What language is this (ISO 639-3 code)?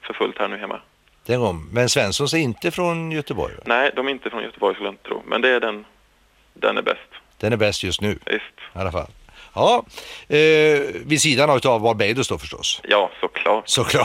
swe